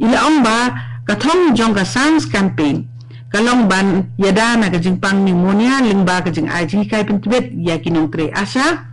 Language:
Khasi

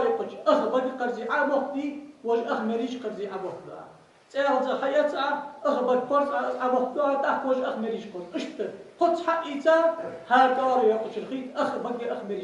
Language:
Ingush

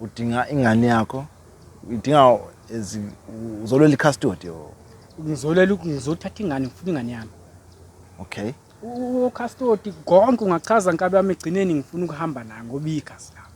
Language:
Zulu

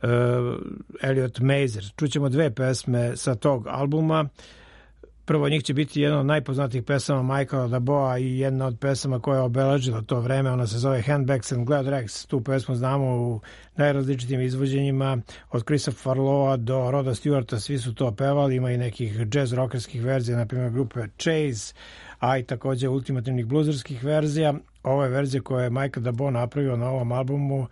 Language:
Serbian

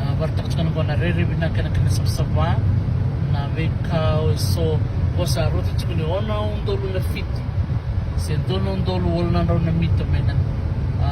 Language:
Fijian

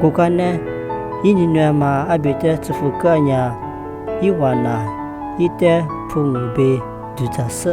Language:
Lisu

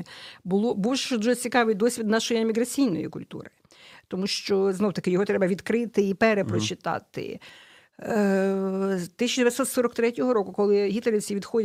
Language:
Ukrainian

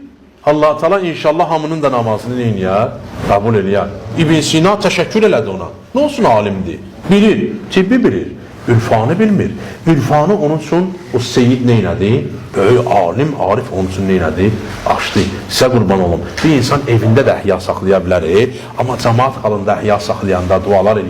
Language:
Azerbaijani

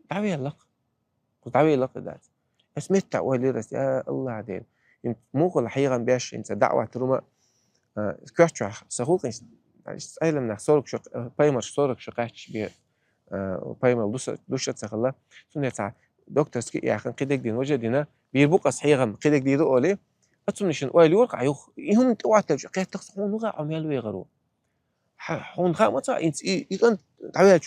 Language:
Chechen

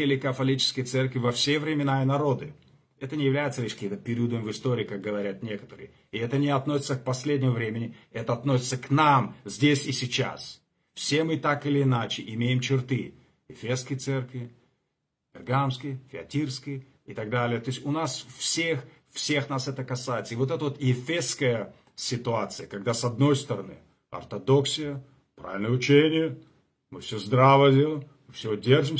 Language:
Russian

